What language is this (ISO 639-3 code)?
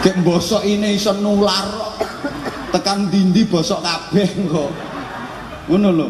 jav